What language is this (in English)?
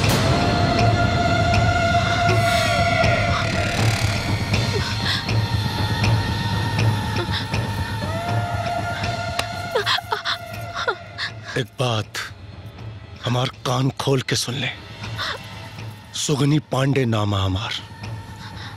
Bhojpuri